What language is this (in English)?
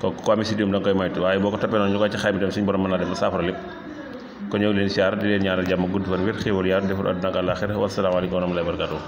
Wolof